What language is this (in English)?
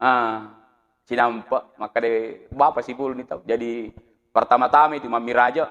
Buginese